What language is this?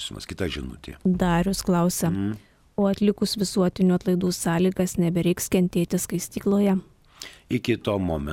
Lithuanian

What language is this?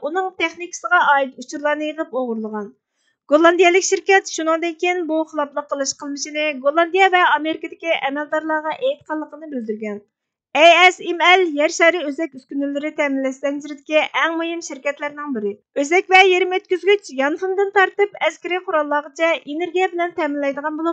Uyghur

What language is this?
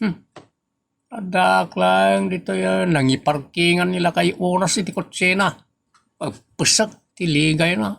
Iloko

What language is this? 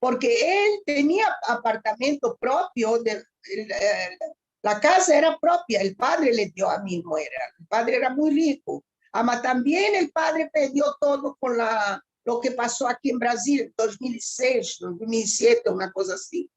Ladino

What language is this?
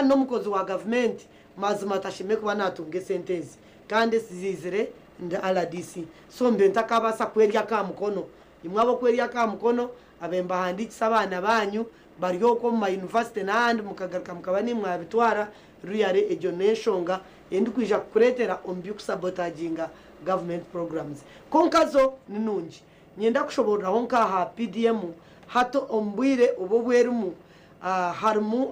Nyankole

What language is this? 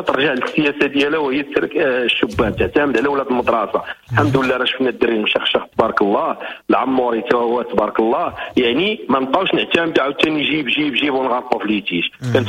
Moroccan Arabic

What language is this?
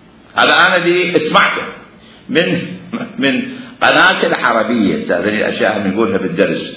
Mesopotamian Arabic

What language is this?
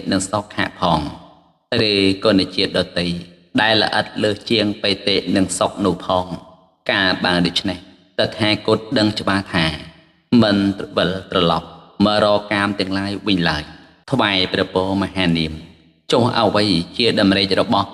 Khmer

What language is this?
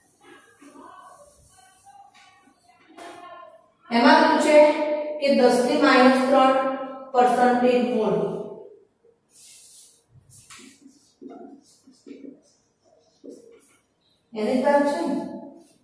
Gujarati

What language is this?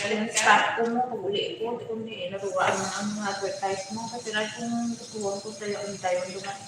Hiligaynon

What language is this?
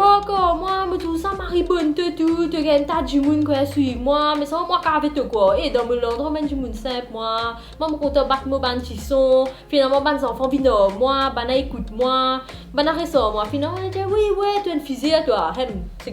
Morisyen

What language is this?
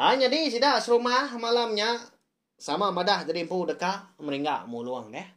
Iban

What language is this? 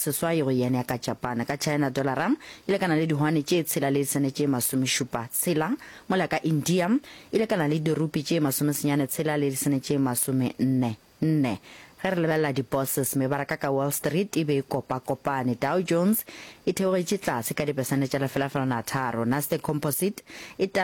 Northern Sotho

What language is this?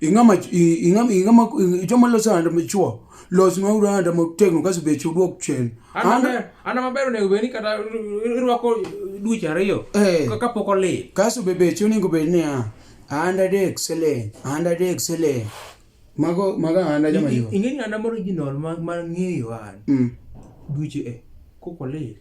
Luo (Kenya and Tanzania)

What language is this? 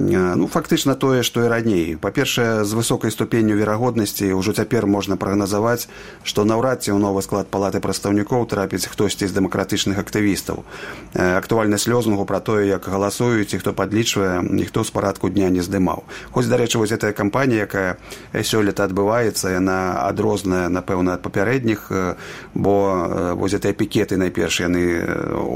Belarusian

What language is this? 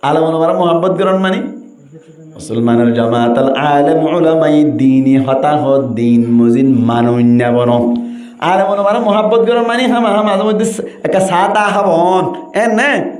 Rohingya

